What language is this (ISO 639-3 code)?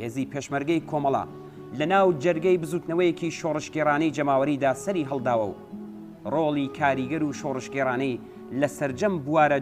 ckb